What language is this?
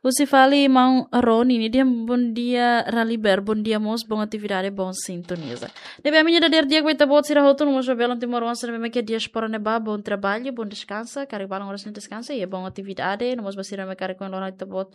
Tetum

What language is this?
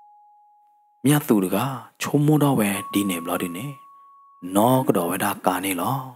S'gaw Karen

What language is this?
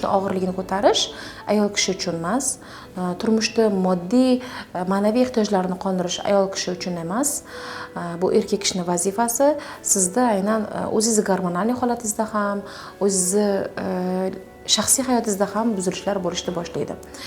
Uzbek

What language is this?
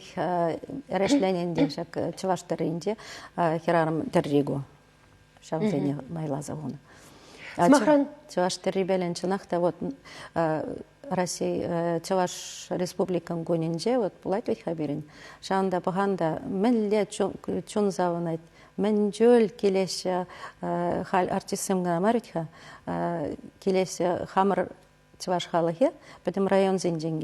Chuvash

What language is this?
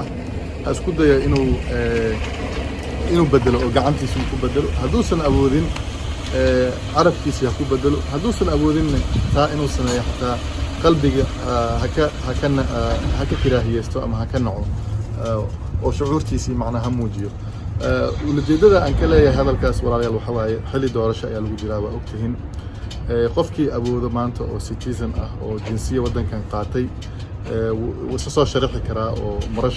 Somali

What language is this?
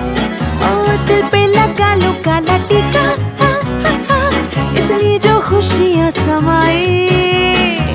Hindi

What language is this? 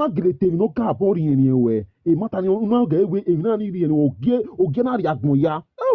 Nigerian Pidgin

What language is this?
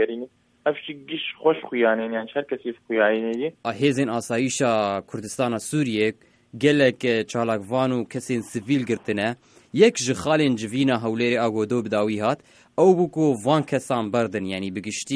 Kurdish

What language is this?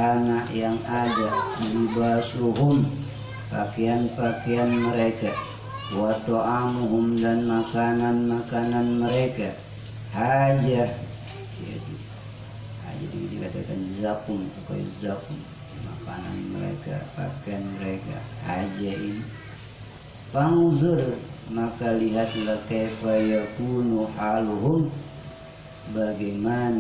Indonesian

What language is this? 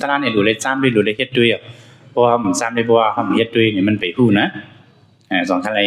Shan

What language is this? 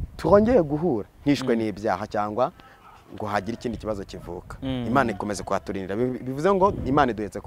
Kinyarwanda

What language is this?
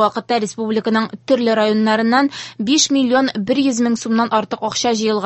Tatar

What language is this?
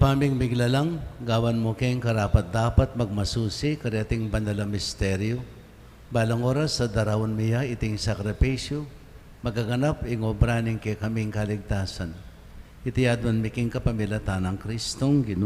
Pampanga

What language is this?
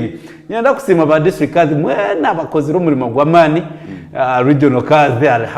Nyankole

